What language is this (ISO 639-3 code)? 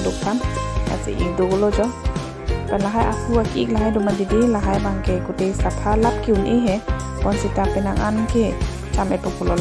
mjw